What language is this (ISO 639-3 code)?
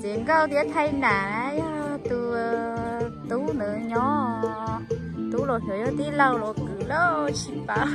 hmn